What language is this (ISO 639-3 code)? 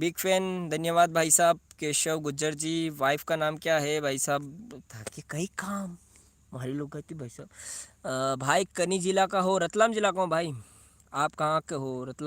raj